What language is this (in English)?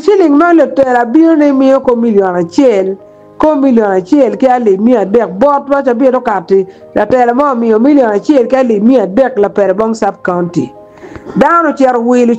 Acoli